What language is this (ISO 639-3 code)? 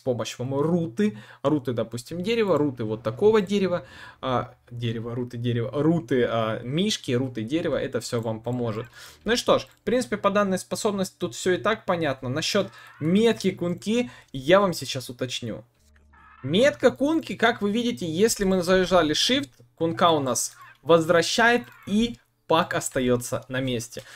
rus